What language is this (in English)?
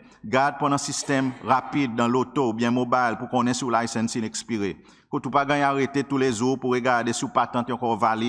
Seselwa Creole French